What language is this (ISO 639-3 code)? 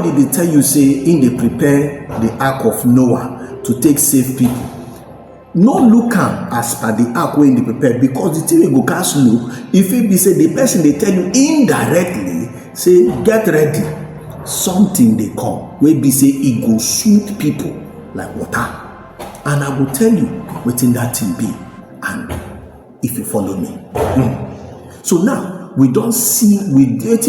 pcm